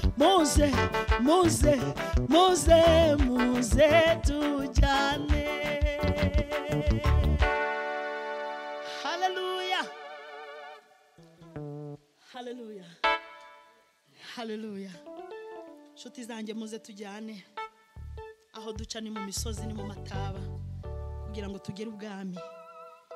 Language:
Kinyarwanda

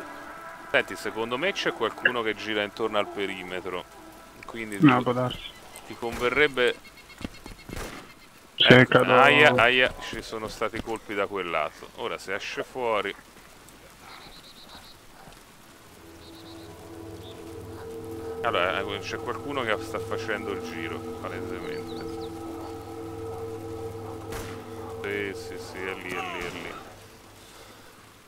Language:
Italian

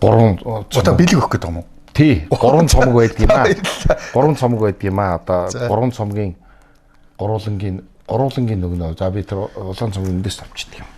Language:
Mongolian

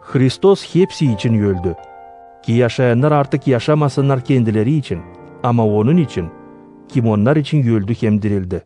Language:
Gagauz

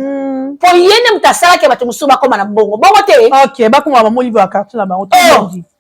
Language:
Lingala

